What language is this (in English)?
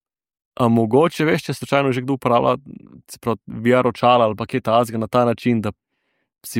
Slovenian